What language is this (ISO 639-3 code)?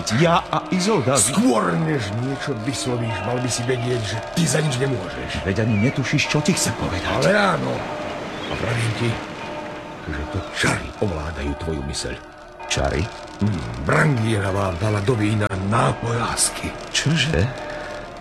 slk